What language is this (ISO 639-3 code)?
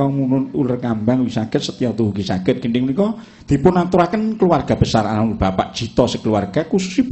jav